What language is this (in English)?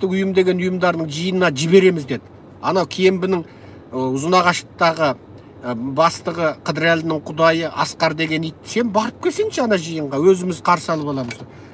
Kazakh